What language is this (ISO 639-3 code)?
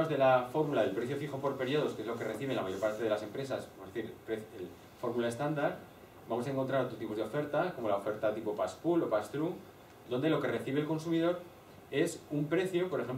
spa